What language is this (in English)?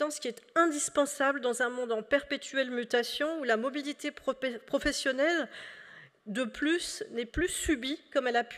French